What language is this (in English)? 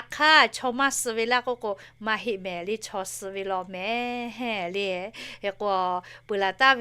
Lahu